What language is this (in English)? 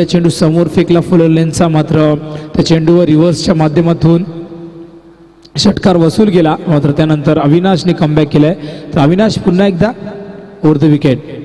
Marathi